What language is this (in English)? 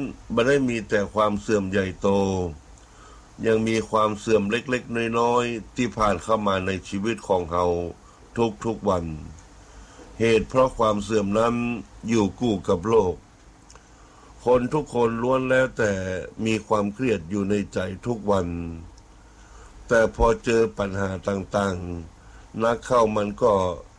Thai